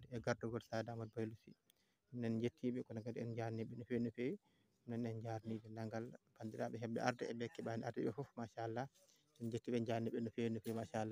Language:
Fula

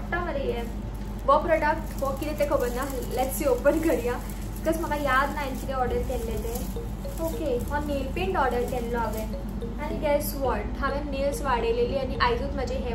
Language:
Konkani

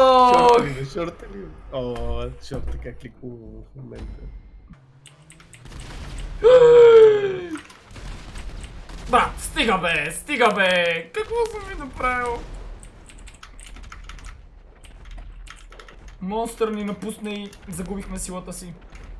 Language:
Bulgarian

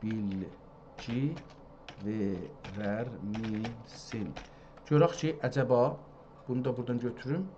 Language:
South Azerbaijani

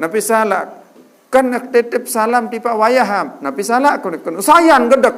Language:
Sasak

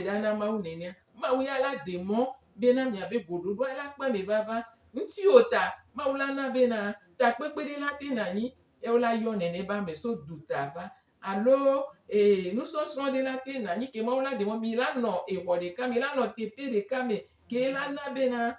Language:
Gen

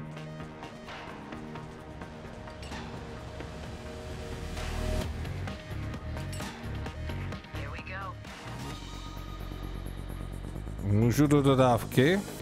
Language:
Czech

